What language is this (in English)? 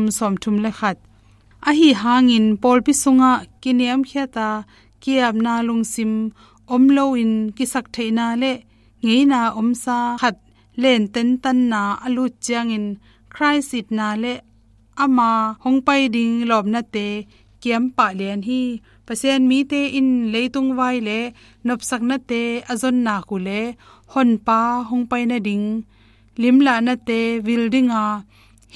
Tedim Chin